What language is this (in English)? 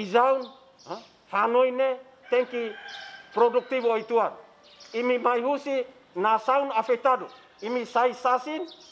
Tetum